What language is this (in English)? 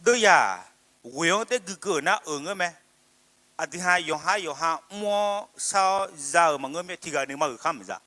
Akha